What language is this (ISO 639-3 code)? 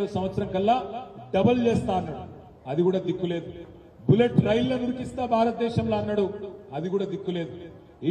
tel